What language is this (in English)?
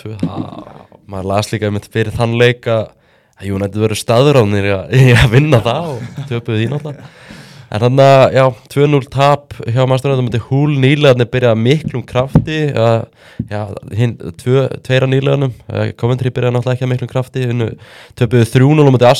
Icelandic